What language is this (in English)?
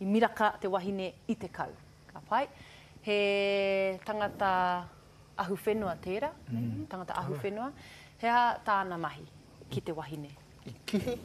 Māori